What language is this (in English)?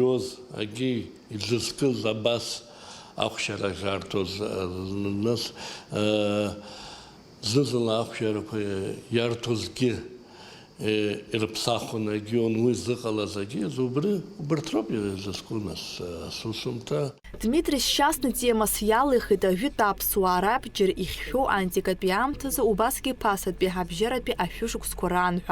Abkhazian